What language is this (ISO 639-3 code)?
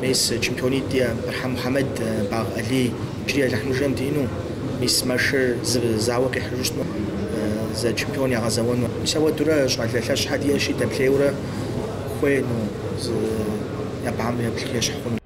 kbd